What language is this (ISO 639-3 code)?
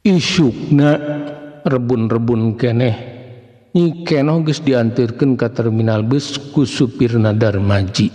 sun